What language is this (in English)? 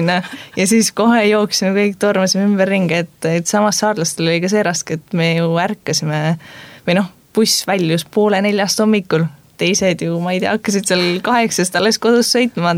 Estonian